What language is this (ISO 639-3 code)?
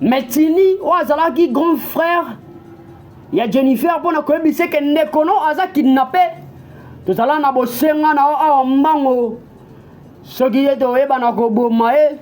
lin